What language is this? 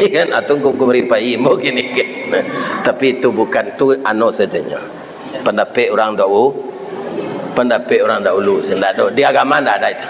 Minangkabau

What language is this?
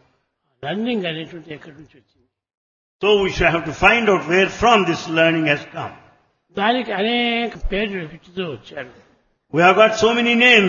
Telugu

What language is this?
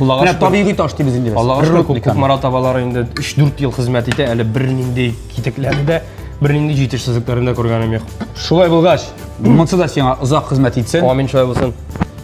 Tatar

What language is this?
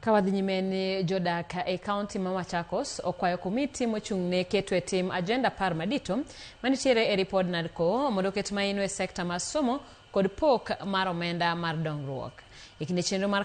Luo (Kenya and Tanzania)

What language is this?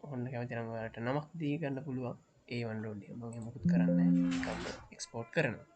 Sinhala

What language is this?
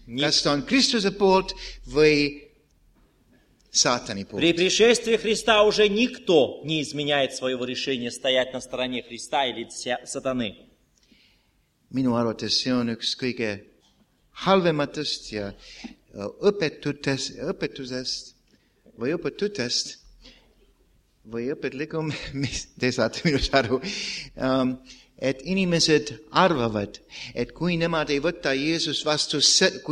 Estonian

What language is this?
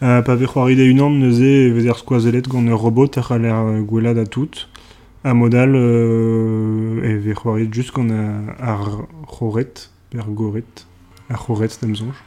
Breton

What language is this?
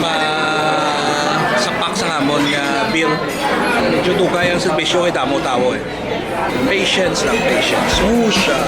Hiligaynon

